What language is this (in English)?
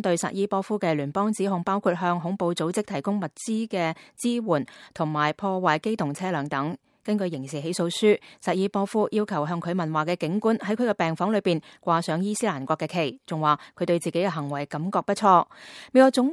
Cantonese